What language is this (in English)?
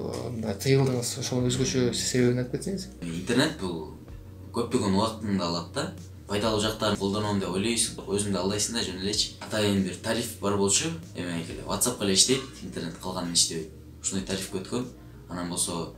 Kyrgyz